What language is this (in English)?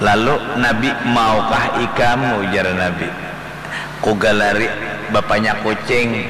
Banjar